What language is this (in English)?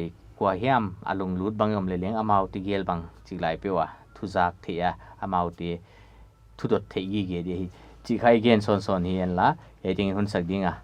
Paite Chin